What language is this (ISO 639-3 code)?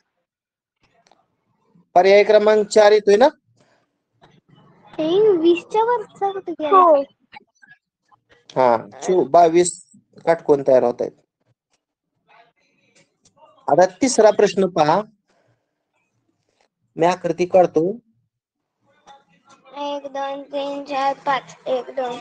mar